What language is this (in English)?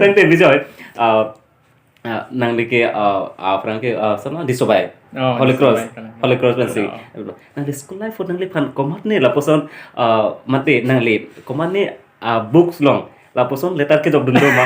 Karbi